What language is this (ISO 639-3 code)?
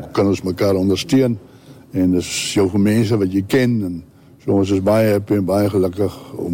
afr